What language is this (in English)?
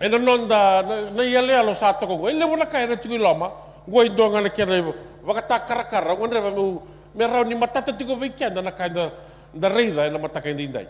Fijian